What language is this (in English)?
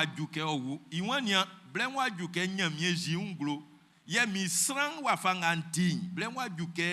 Baoulé